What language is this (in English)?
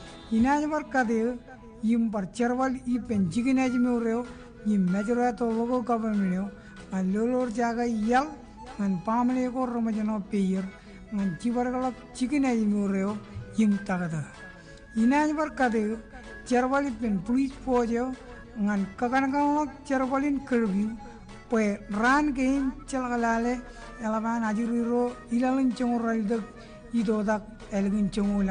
Marshallese